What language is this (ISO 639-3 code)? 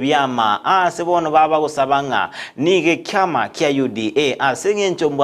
guz